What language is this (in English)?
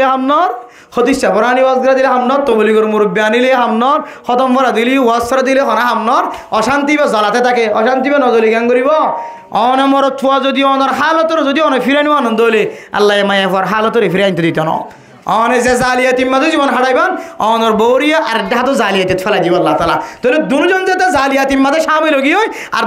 Rohingya